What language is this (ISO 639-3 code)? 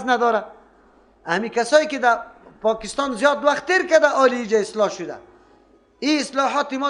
fas